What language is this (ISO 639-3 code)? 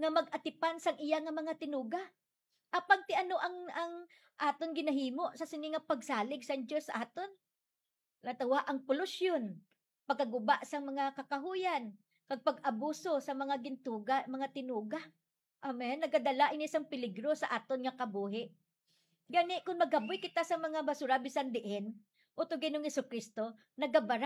hil